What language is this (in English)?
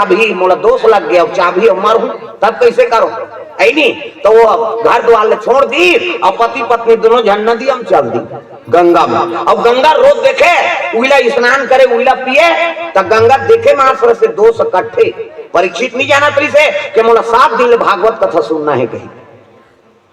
Chhattisgarhi